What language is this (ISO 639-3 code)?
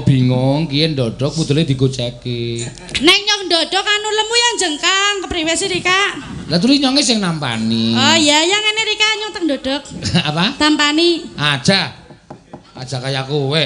jav